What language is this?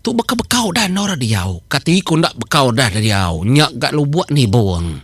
Iban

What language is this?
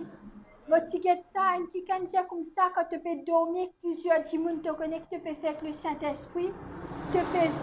Morisyen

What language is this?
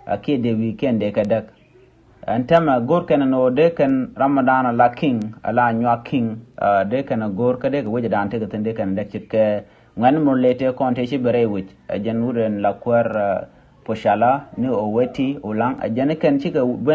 Nuer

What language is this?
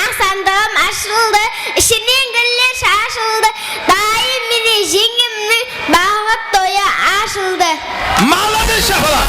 Kara-Kalpak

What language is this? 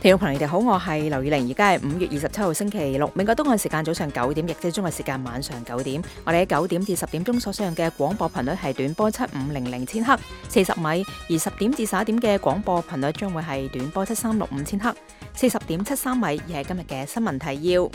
Cantonese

